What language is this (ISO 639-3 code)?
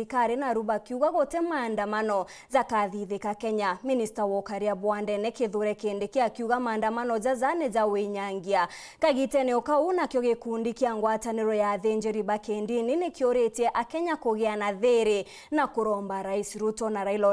mer